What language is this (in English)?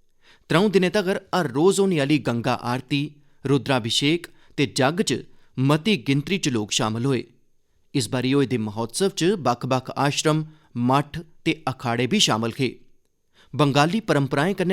Dogri